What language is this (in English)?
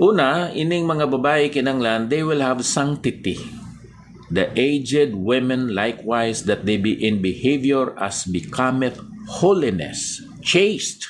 Hiligaynon